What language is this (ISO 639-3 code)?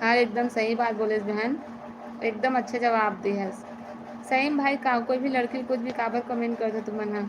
hne